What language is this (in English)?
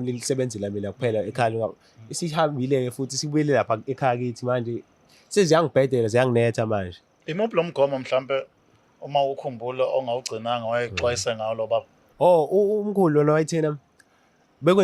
Zulu